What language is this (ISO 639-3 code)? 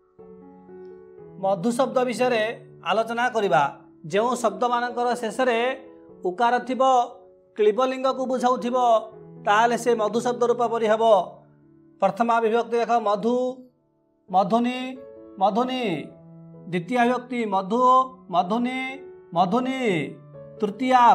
ori